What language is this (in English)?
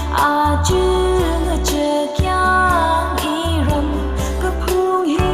Tangkhul Naga (India)